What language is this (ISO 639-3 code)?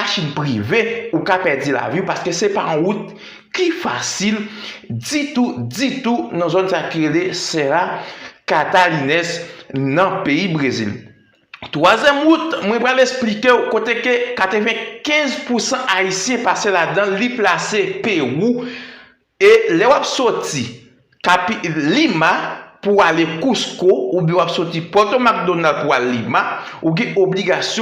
hat